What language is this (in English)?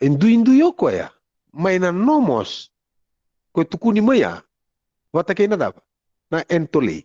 Fijian